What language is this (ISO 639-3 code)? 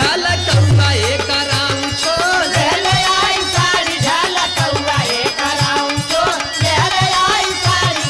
bho